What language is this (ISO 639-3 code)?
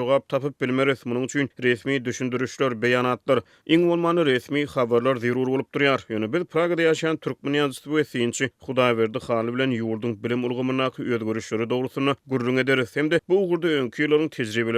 tuk